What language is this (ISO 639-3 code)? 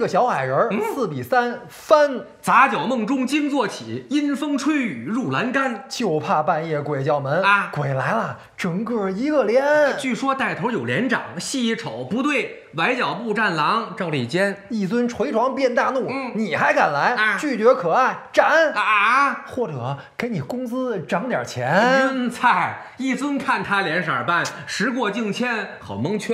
zho